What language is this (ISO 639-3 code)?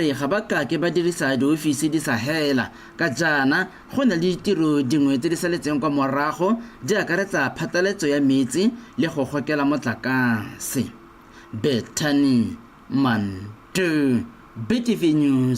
tsn